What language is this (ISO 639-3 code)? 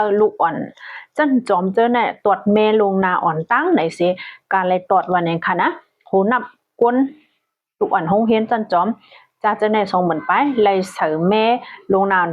shn